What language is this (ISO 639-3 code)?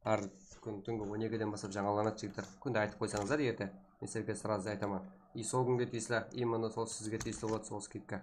kaa